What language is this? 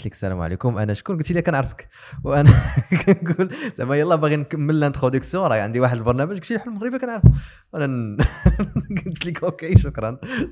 Moroccan Arabic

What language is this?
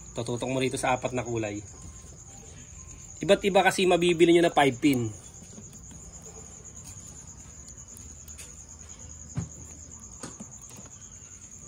Filipino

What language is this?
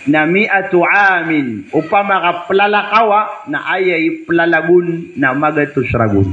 Maranao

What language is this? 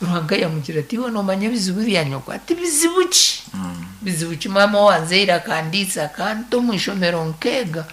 Nyankole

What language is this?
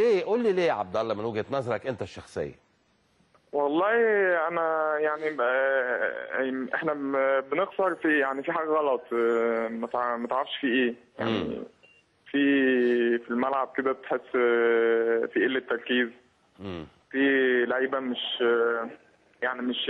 Egyptian Arabic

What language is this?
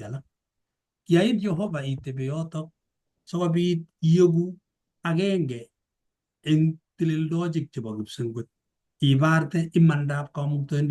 Kalenjin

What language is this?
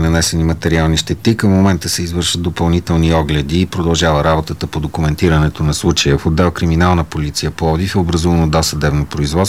Bulgarian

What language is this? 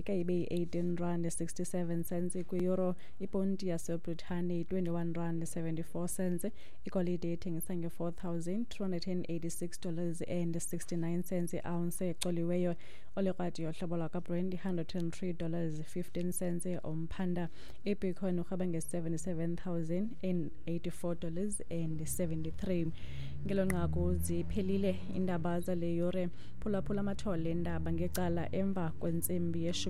Xhosa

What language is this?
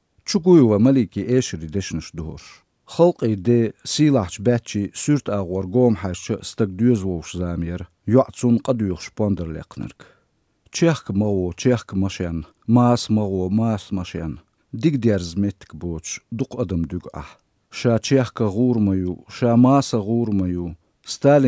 Chechen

